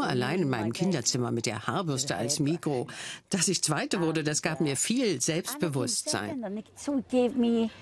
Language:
German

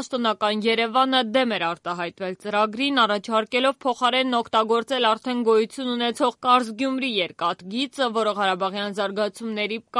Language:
Armenian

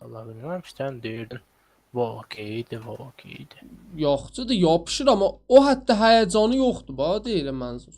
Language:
South Azerbaijani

